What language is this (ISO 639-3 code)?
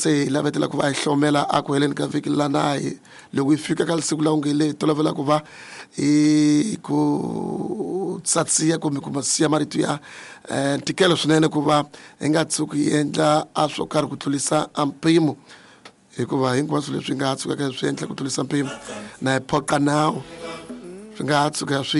tso